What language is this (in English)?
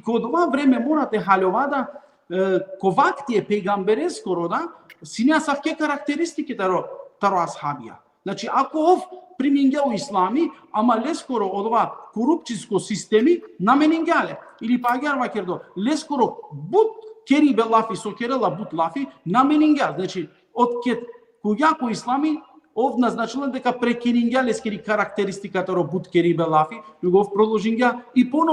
Balkan Romani